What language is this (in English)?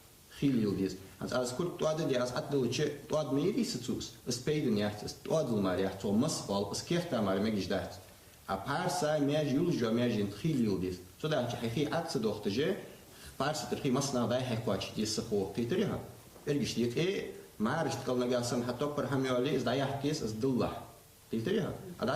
Ingush